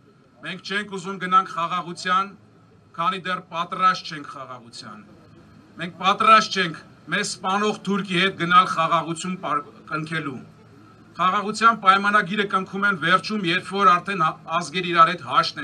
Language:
Armenian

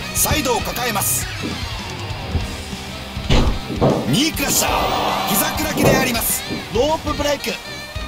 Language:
Japanese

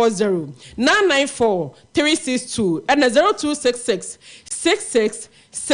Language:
Akan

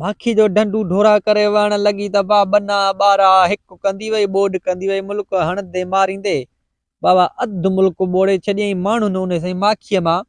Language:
Sindhi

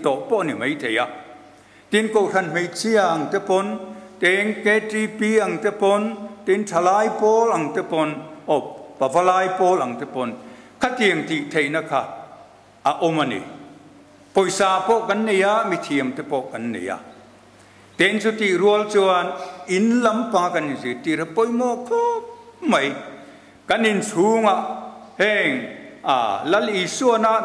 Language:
Mizo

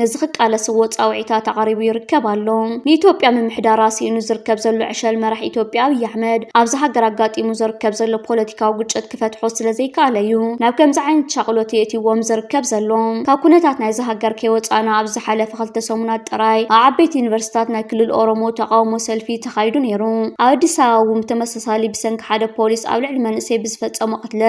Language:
Tigrinya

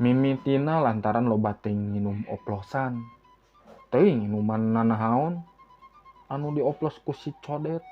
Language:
Sundanese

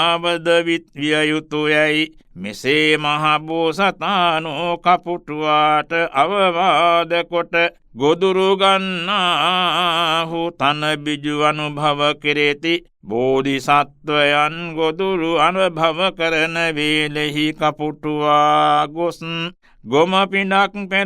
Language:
Sinhala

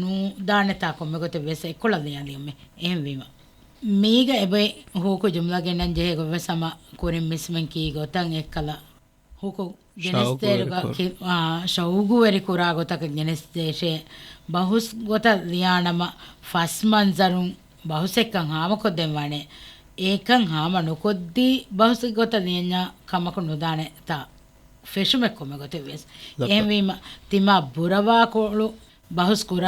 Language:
Divehi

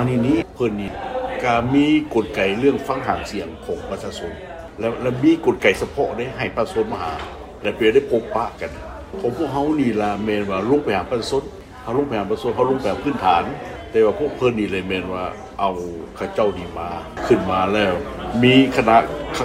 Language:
Lao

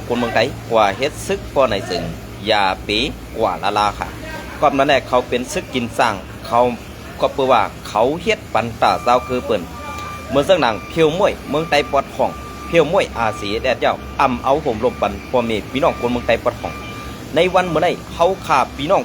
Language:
Shan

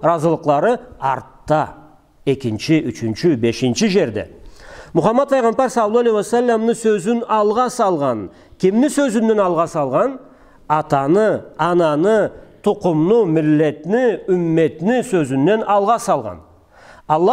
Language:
Karachay-Balkar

